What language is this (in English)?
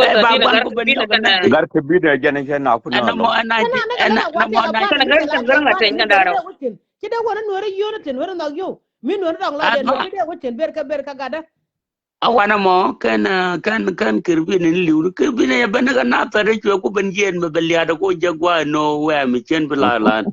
Nuer